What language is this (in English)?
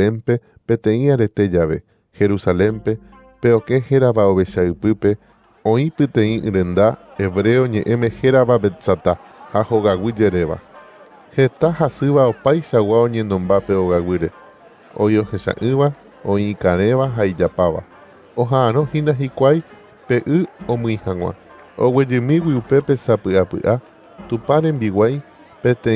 Guarani